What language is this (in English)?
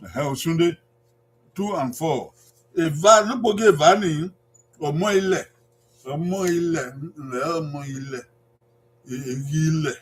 Bini